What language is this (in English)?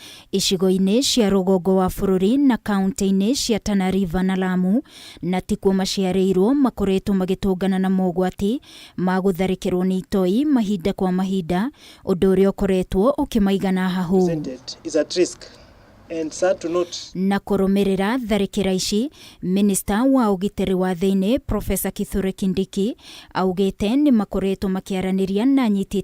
Kikuyu